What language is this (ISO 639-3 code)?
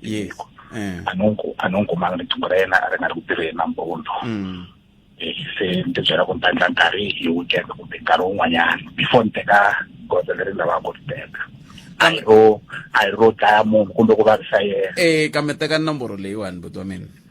tso